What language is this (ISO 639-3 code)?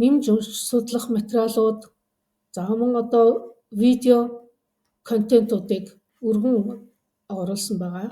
mon